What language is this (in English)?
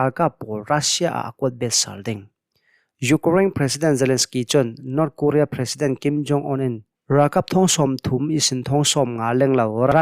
Hakha Chin